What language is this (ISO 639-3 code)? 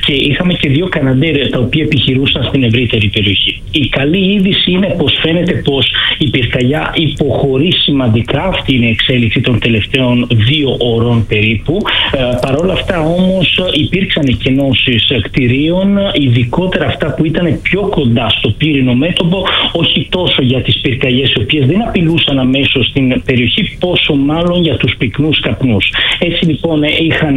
ell